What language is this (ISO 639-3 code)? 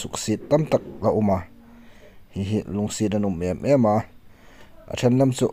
hmr